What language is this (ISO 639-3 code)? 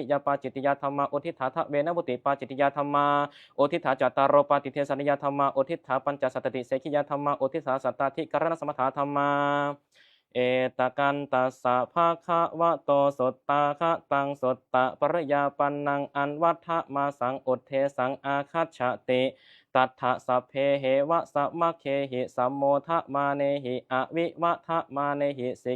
pli